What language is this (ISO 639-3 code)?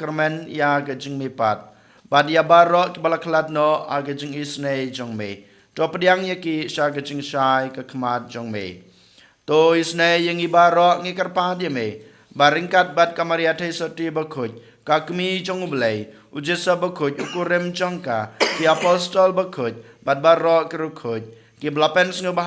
kha